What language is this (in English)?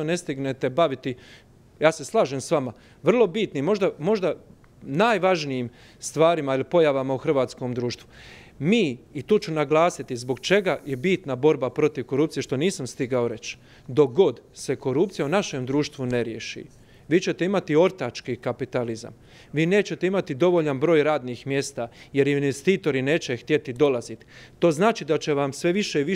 Croatian